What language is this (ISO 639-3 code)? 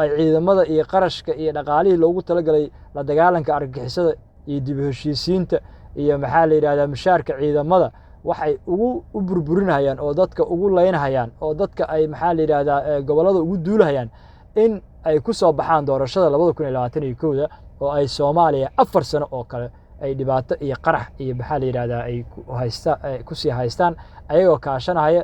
som